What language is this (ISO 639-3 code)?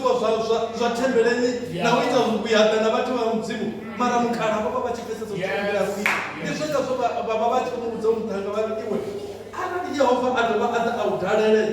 ven